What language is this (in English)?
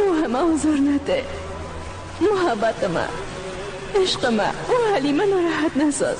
Persian